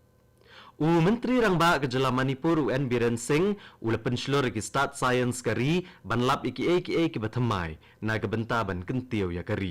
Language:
Khasi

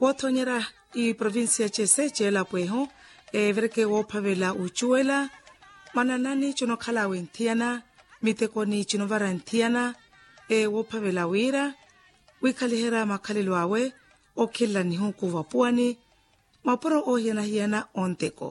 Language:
Makhuwa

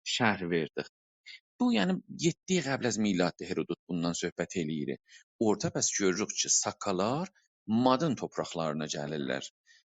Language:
South Azerbaijani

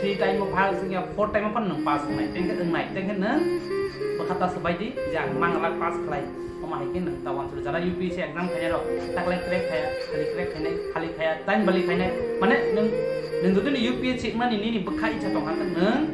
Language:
Kok Borok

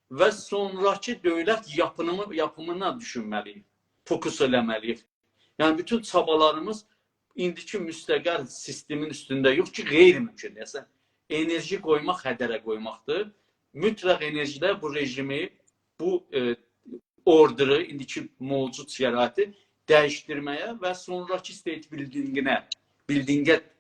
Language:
South Azerbaijani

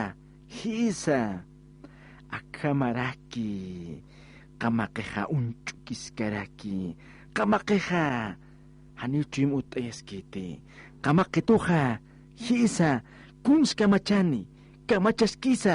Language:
Aymara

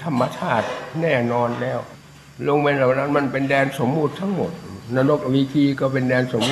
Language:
Thai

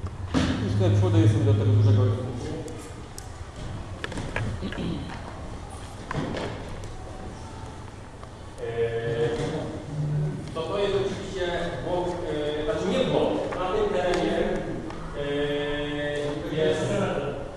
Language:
Polish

